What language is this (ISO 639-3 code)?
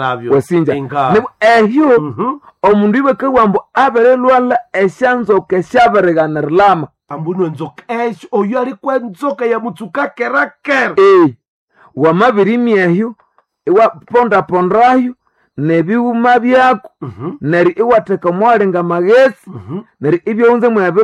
nnb